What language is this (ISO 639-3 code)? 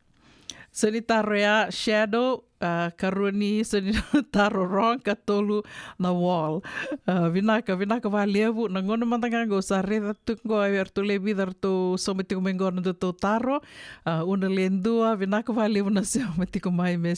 fij